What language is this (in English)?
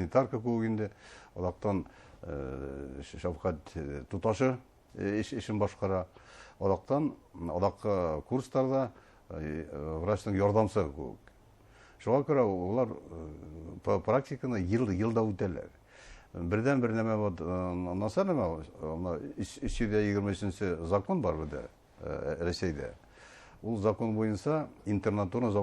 Bashkir